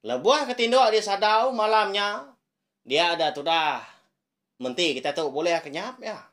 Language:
Iban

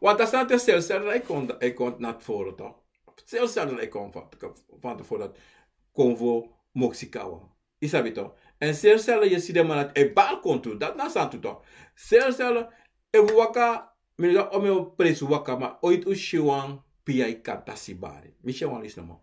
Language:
Sranan Tongo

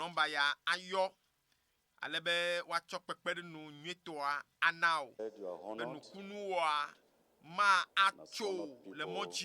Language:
Ewe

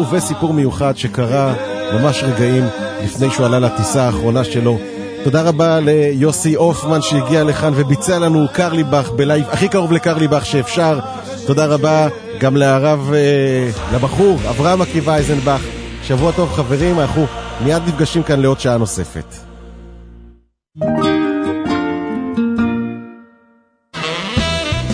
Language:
Hebrew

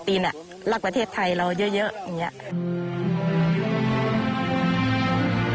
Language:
Thai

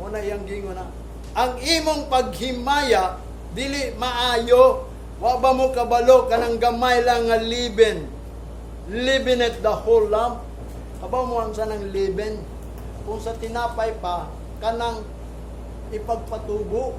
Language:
Cebuano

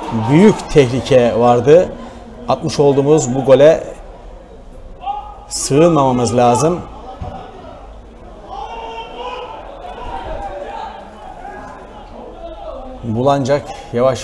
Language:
Turkish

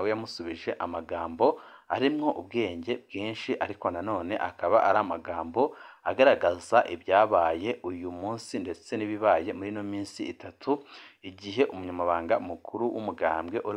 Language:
Rundi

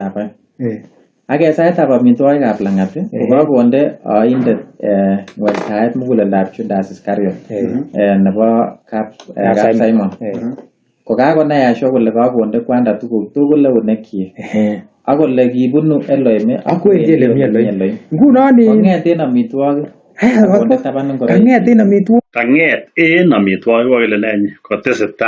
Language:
Kalenjin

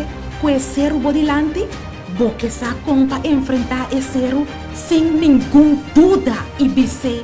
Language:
Papiamento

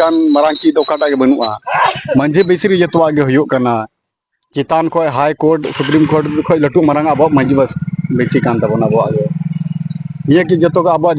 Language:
Santali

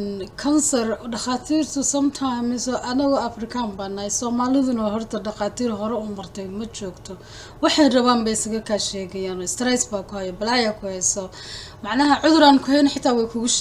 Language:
Somali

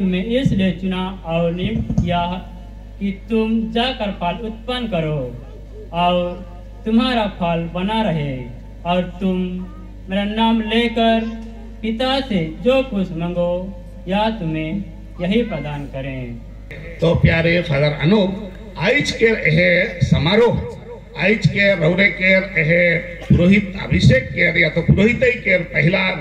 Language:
Sadri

